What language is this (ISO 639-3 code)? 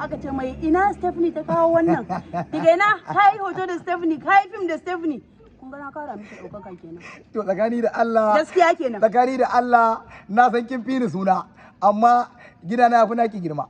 hau